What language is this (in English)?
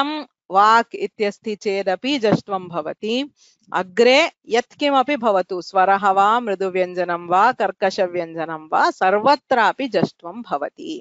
Sanskrit